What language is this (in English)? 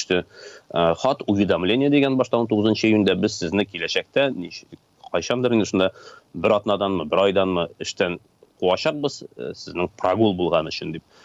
Tatar